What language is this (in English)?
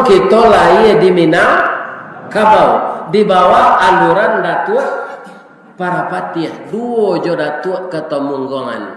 Minangkabau